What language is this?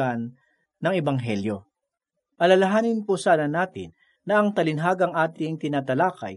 Filipino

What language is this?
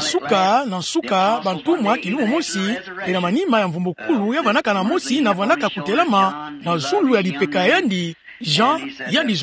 Kituba (Democratic Republic of Congo)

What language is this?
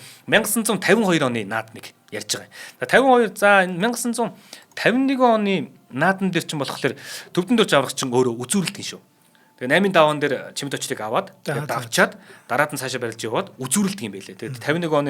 Mongolian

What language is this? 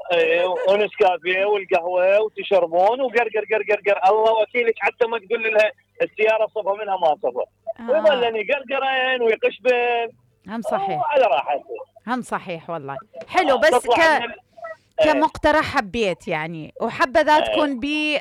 Mesopotamian Arabic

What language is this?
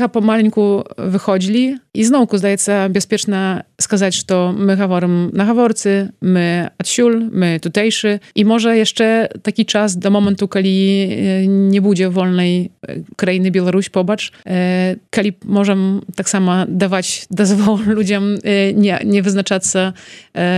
Belarusian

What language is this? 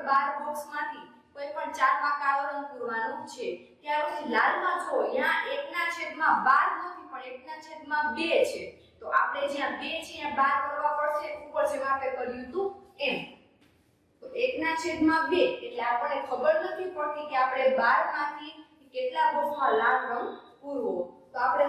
Gujarati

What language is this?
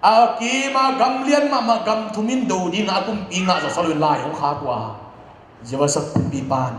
Tedim Chin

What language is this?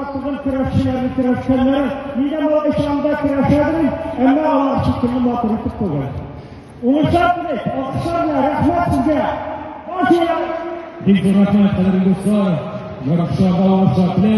Tatar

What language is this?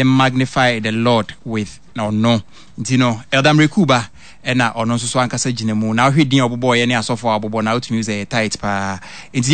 Akan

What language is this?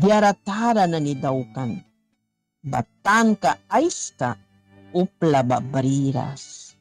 Mískito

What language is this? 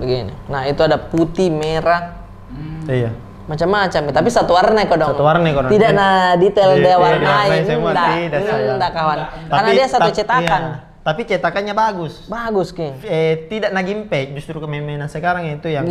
Makassar Malay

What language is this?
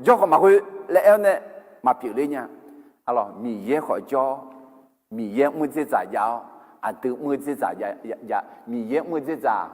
Akha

